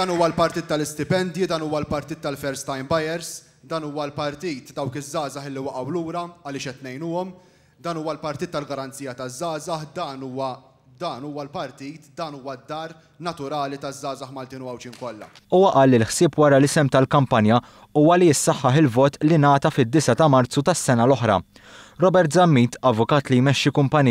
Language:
Maltese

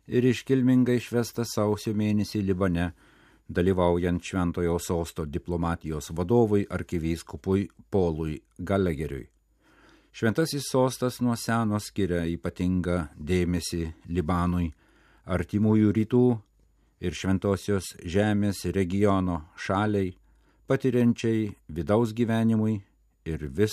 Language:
Lithuanian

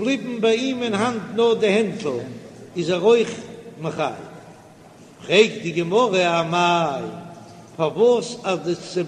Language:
Yiddish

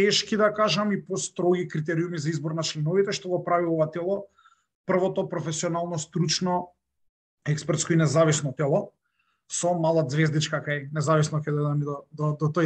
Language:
Macedonian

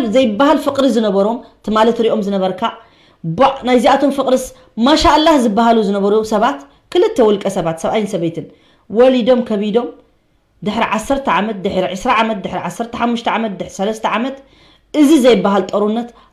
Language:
Tigrinya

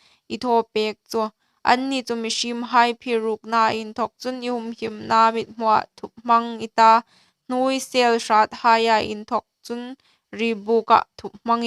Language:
Hmar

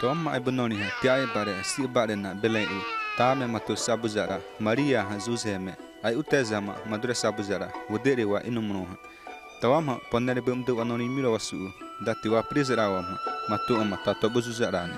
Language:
Xavánte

